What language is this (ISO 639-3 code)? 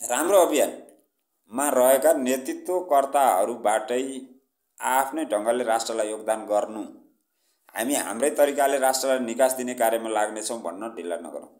nep